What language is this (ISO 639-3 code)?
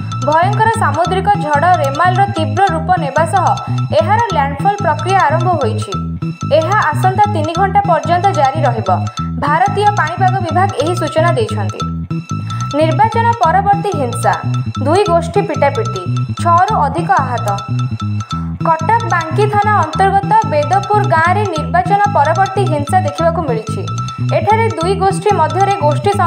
ori